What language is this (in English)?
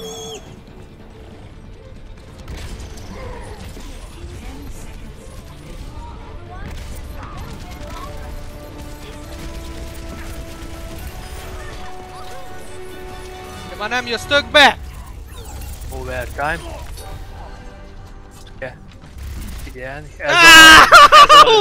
Hungarian